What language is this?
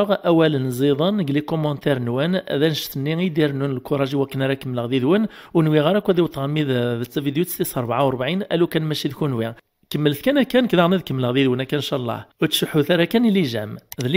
Kabyle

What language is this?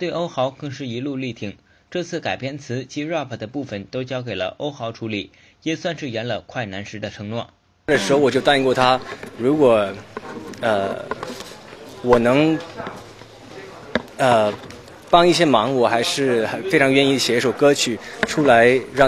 Chinese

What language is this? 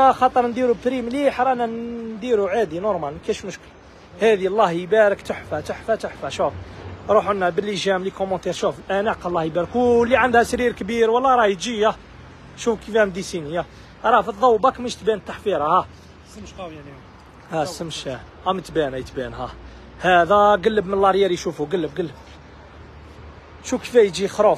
Algerian Arabic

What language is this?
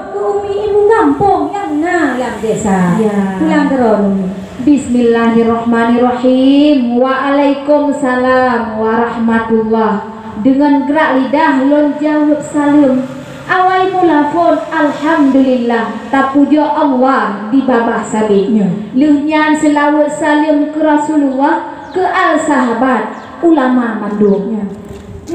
Achinese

